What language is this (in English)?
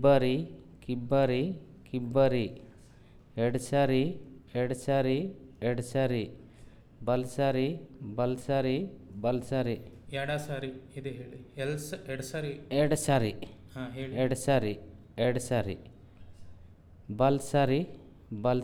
Kannada